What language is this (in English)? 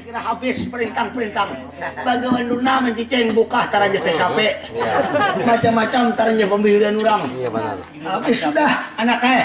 Banjar